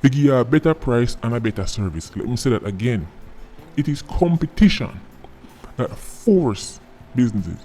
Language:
Jamaican Creole English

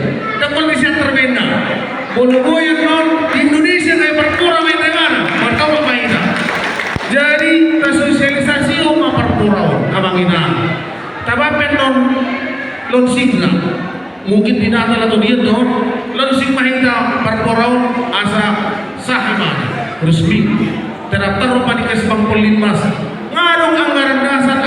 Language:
Batak Toba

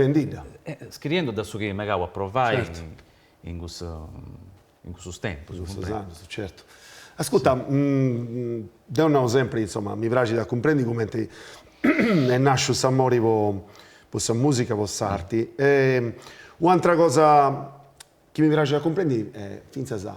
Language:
Sardinian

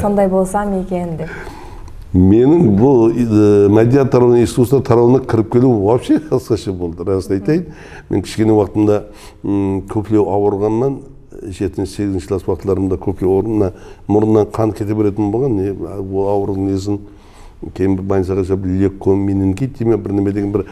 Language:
Kara-Kalpak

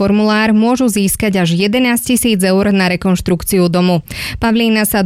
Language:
Slovak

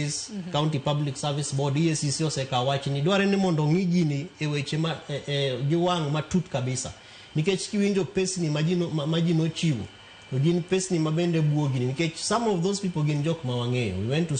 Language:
Luo (Kenya and Tanzania)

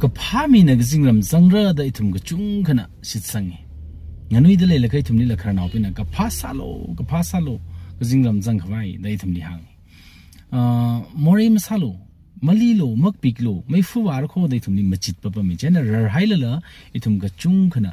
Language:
Tangkhul Naga (India)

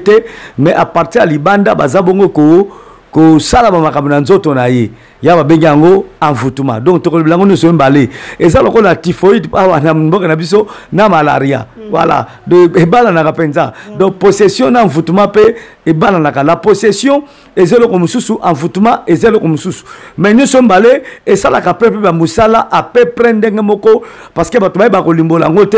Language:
Lingala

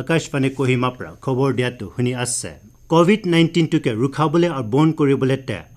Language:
Naga Pidgin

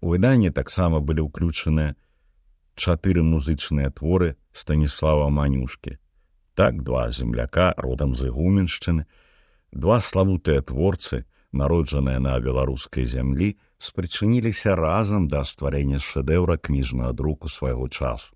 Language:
Belarusian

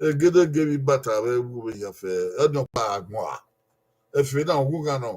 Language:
Bini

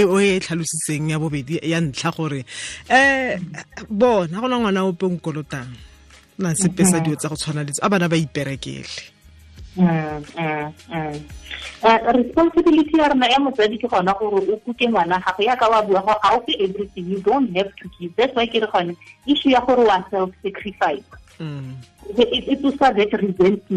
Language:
Tswana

